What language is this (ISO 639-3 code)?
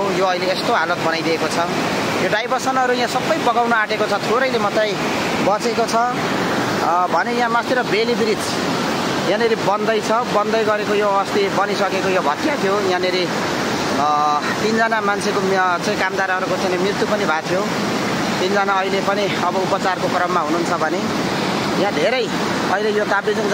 nep